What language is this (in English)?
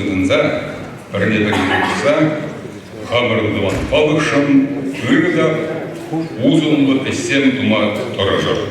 Chuvash